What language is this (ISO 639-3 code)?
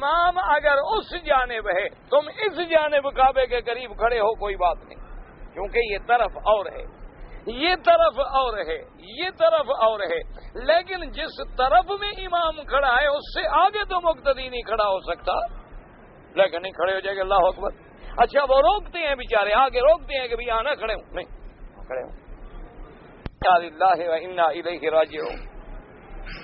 urd